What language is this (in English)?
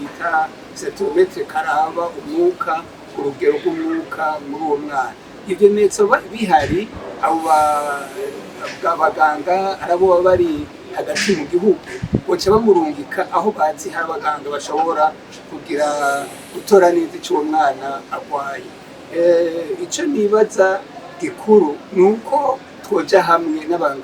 Rundi